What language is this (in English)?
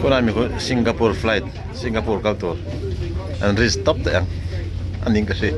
Mizo